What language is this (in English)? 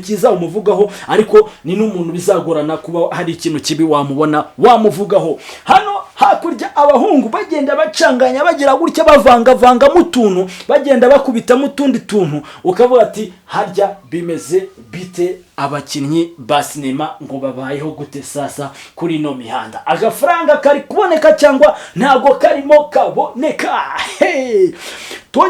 Kinyarwanda